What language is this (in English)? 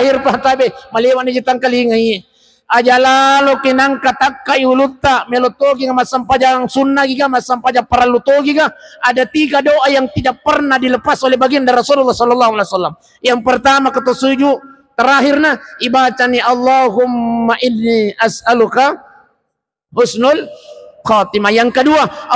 Buginese